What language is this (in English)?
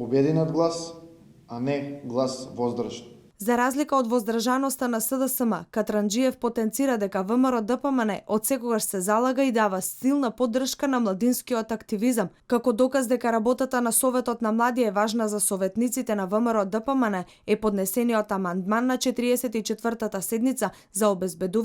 Macedonian